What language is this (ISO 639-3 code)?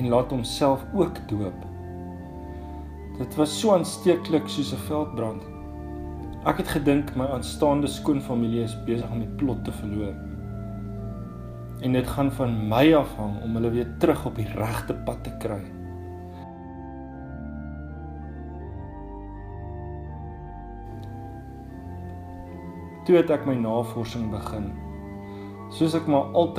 afr